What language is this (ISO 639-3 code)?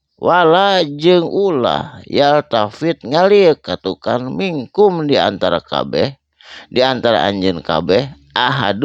sun